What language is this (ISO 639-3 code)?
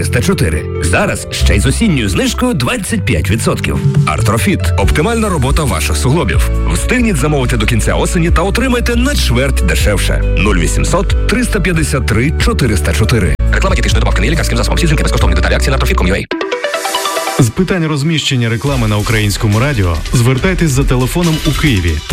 ukr